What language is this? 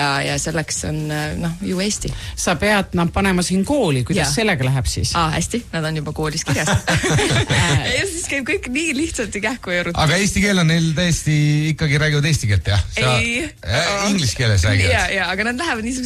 Estonian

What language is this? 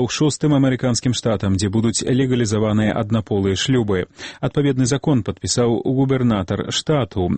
Belarusian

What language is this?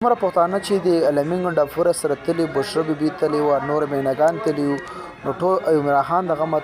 Pashto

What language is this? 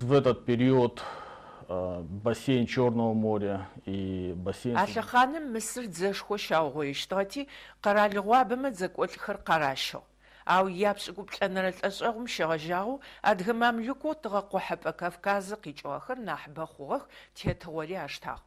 Adyghe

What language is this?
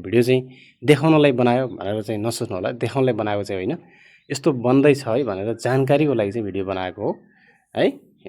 Nepali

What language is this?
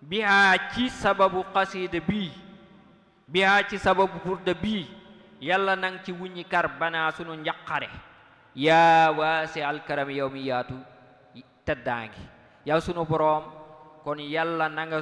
Wolof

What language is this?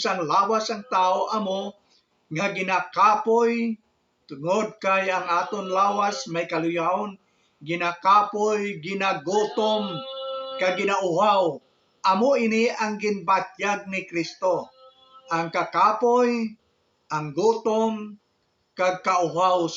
Hiligaynon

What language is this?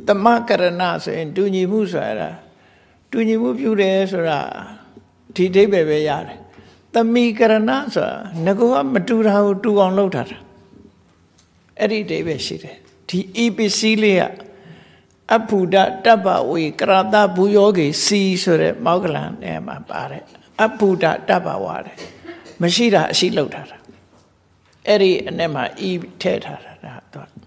Burmese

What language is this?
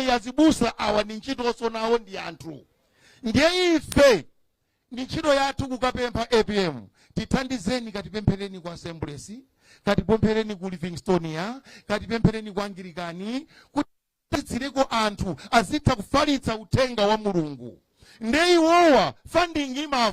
Nyanja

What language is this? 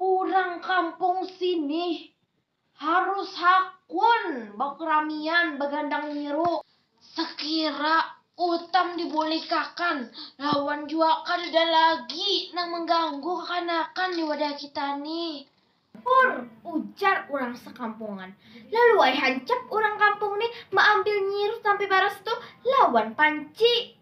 Banjar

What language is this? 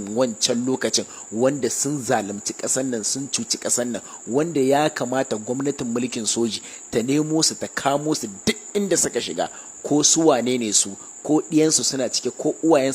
Hausa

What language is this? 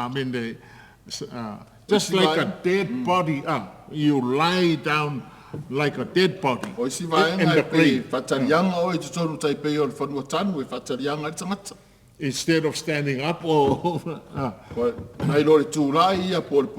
Samoan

